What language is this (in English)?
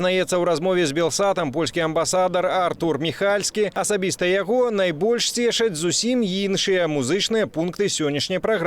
Belarusian